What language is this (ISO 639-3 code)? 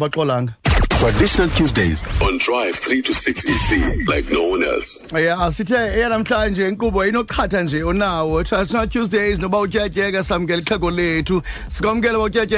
xho